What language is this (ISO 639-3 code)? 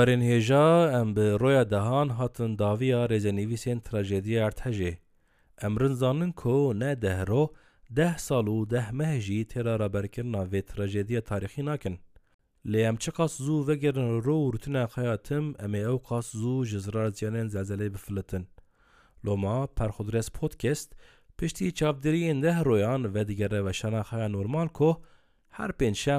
kur